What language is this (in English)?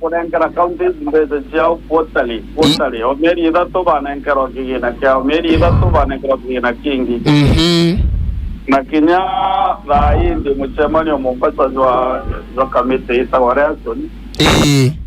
Meru